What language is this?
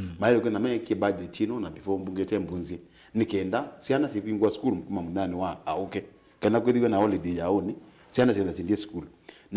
Kamba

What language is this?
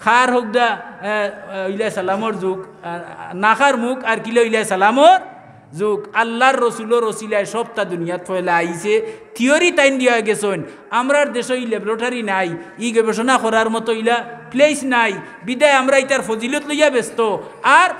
Sylheti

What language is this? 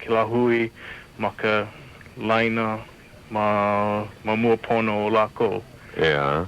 Hawaiian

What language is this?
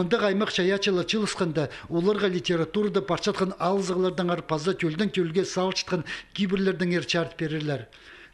Khakas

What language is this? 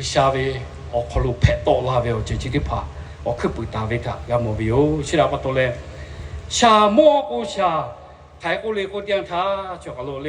Lahu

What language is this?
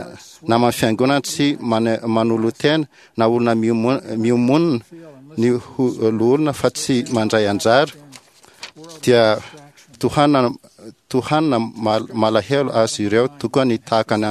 Malagasy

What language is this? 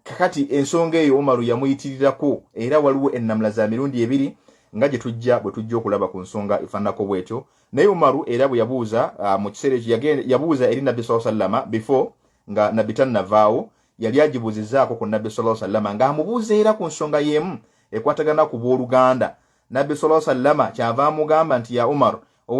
Ganda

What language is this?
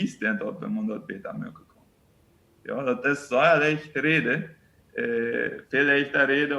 Plautdietsch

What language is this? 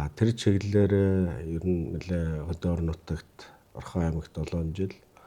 Mongolian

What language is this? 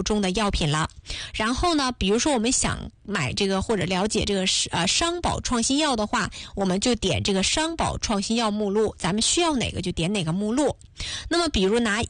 Chinese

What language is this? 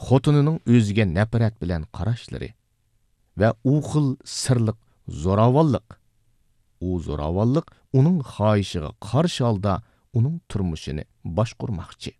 Uyghur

